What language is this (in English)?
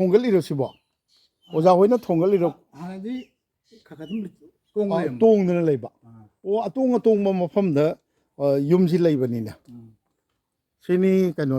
Manipuri